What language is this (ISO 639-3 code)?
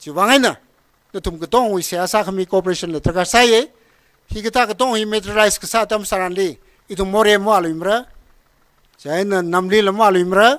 nmf